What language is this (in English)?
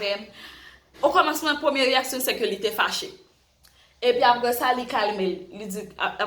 Haitian Creole